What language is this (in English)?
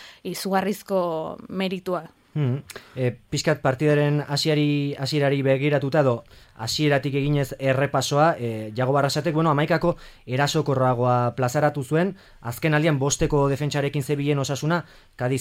Basque